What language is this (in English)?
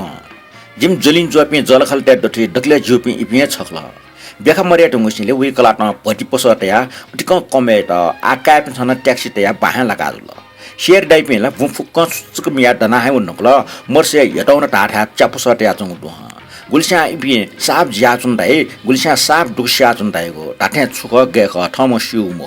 Newari